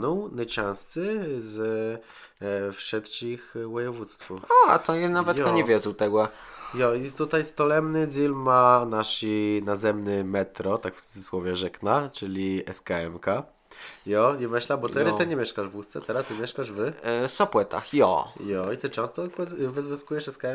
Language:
Kashubian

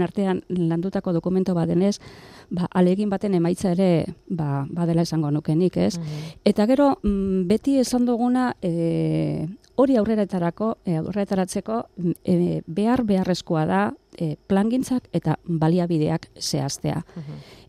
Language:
Basque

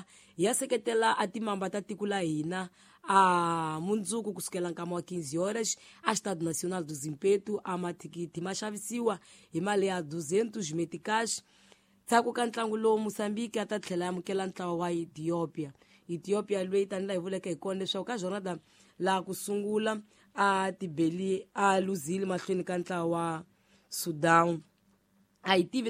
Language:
Tsonga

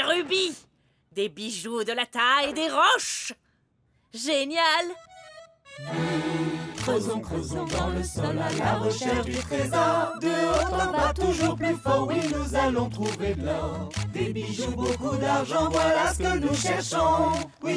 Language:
French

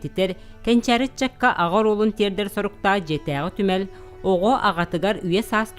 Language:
Yakut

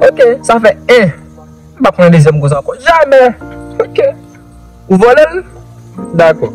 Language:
Haitian Creole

